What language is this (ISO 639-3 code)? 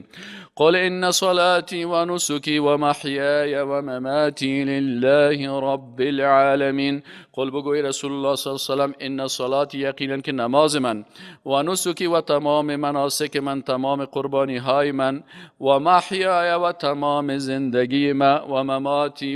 fas